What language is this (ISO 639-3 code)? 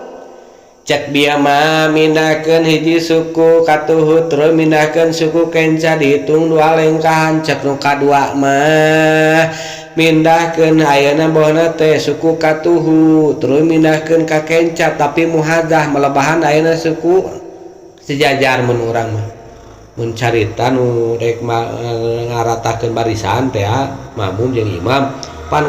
sun